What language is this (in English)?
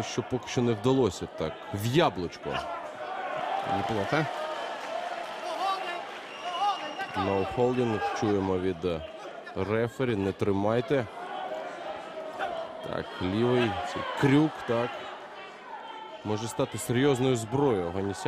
Ukrainian